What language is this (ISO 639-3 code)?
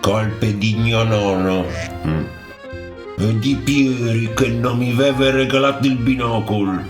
fur